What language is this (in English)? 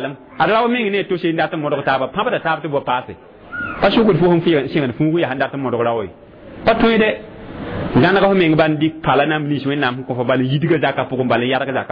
Mossi